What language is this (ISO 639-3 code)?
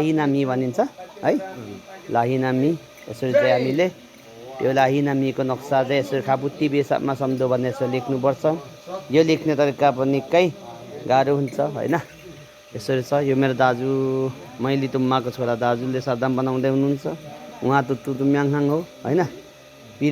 nep